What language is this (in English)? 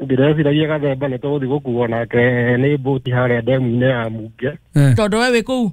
Kikuyu